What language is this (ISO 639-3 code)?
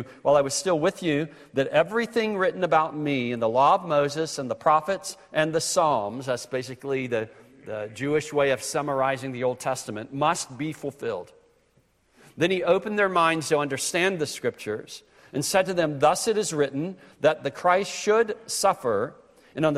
eng